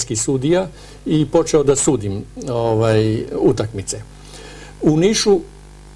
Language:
Serbian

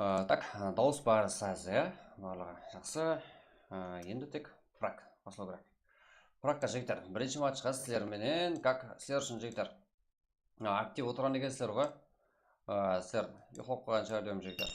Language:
Kara-Kalpak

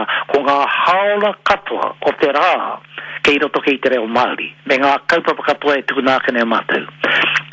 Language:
Māori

